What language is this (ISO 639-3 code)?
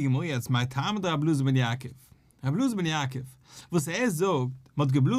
yid